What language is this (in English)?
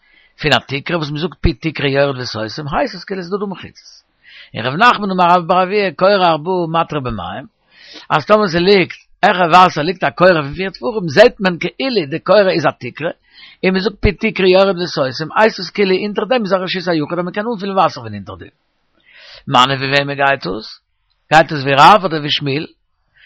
Yiddish